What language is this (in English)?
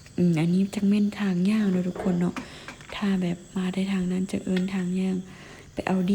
Lao